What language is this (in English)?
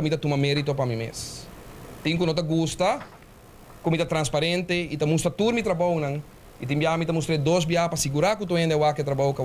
Papiamento